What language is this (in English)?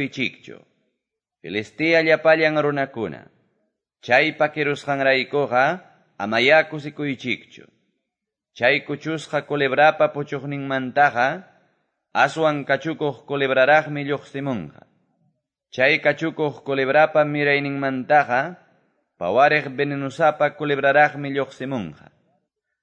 Quechua